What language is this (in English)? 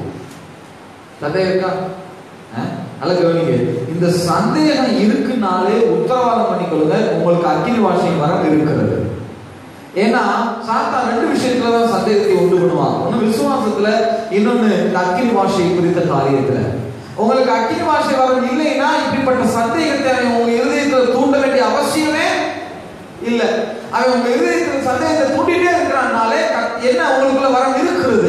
Tamil